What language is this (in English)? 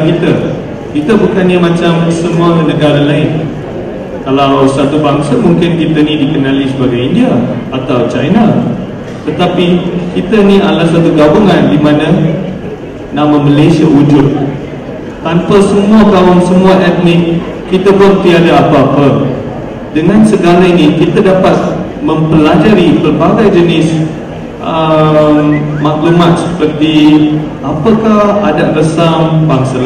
Malay